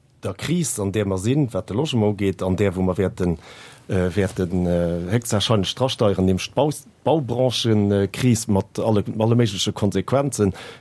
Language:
Luxembourgish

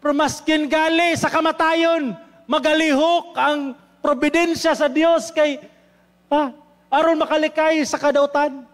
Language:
Cebuano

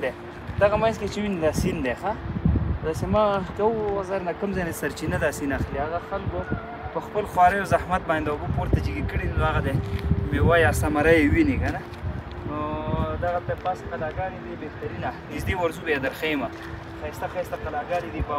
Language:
Pashto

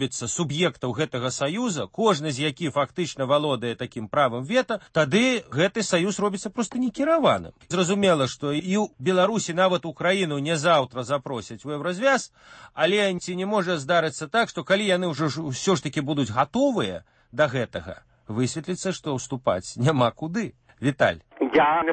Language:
Belarusian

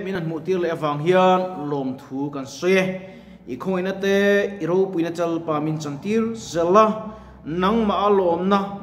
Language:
Mizo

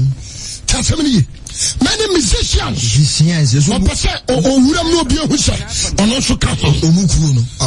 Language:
Akan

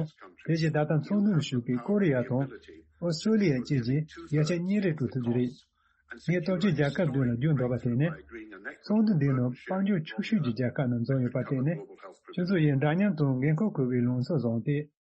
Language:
Tibetan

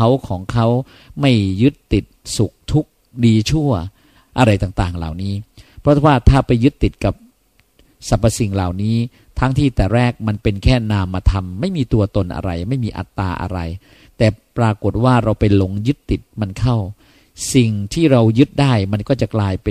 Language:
Thai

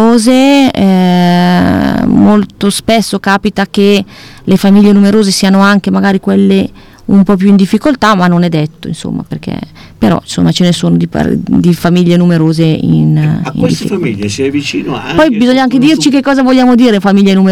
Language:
Italian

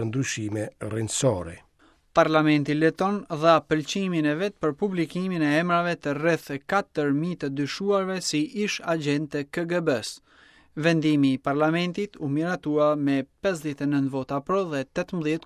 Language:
Albanian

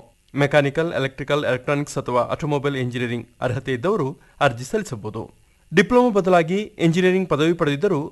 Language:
Kannada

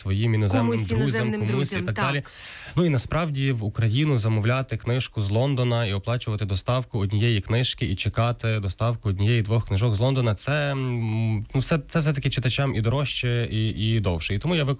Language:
Ukrainian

